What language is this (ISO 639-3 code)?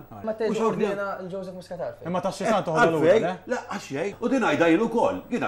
mlt